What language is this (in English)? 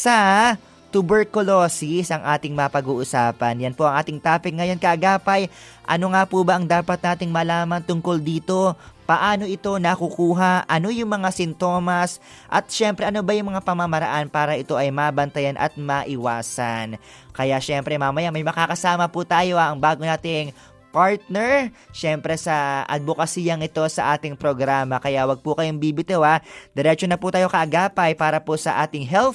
Filipino